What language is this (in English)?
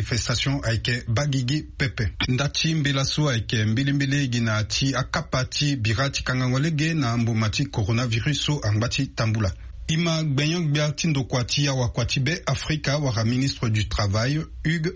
Sango